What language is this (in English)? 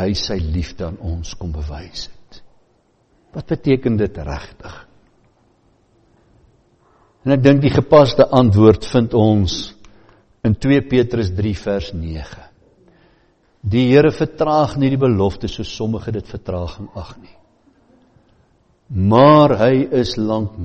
Afrikaans